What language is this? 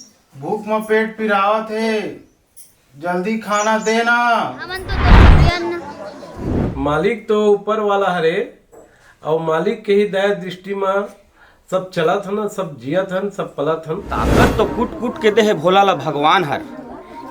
Chhattisgarhi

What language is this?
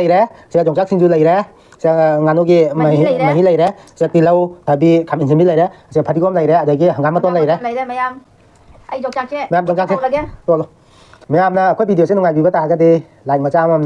Manipuri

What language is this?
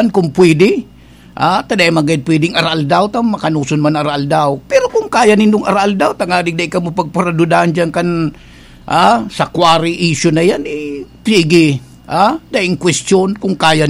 Bikol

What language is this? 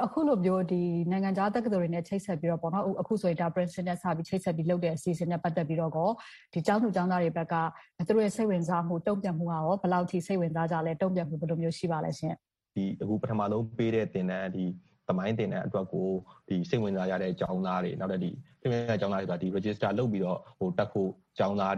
Burmese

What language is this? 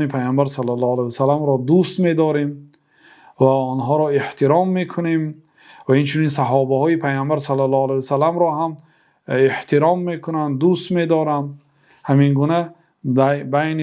Persian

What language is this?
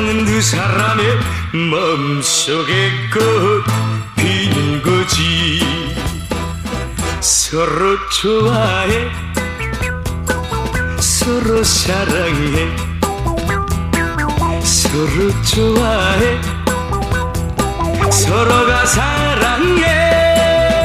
Korean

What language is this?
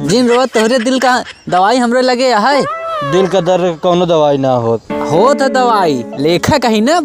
Awadhi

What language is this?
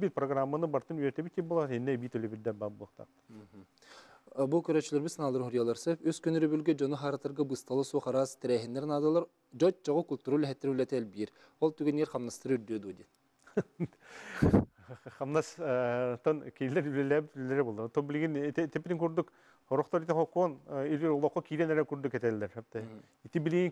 Yakut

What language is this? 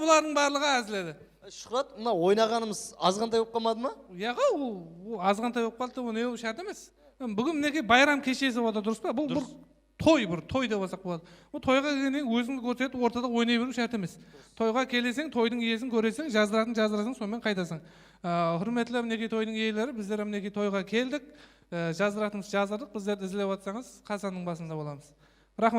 Kara-Kalpak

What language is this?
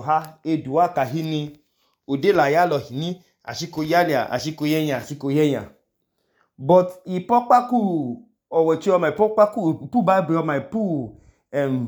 Idoma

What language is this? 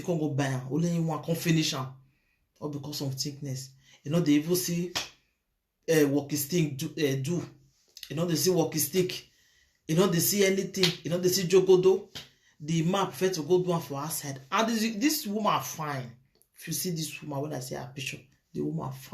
Nigerian Pidgin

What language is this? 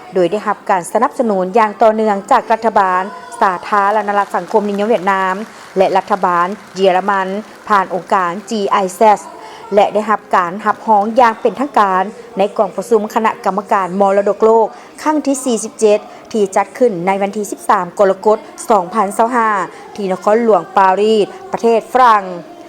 Lao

